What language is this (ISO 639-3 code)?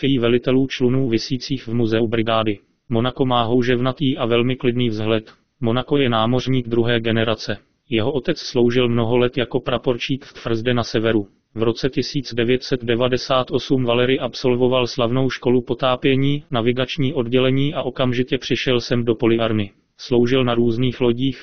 ces